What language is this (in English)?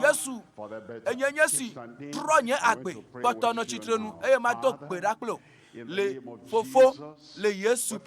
Ewe